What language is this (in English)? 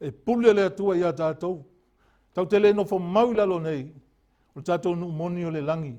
Samoan